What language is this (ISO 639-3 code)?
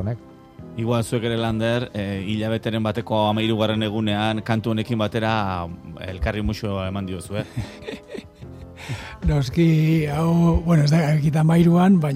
eus